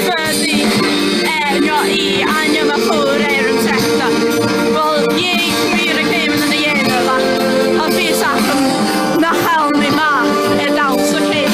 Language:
Scottish Gaelic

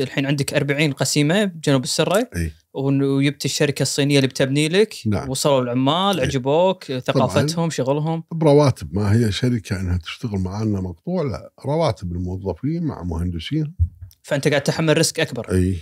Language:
Gulf Arabic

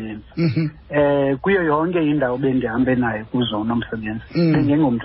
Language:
Xhosa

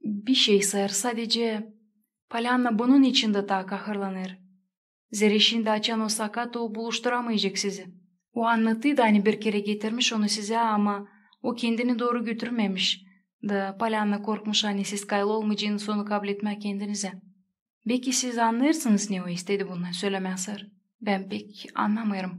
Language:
Gagauz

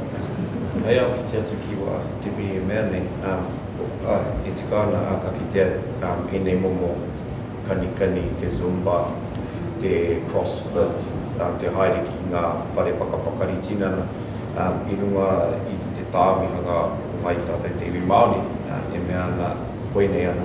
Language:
Māori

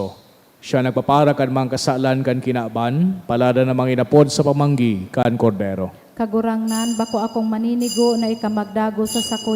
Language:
Bikol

